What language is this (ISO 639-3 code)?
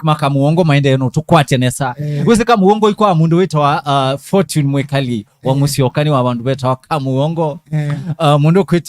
kam